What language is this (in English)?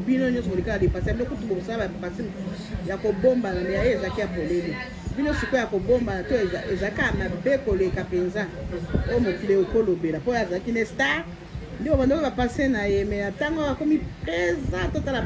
Lingala